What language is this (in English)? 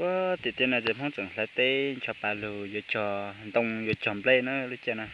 Hmong